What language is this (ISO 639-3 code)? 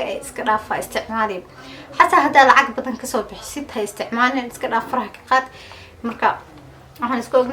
som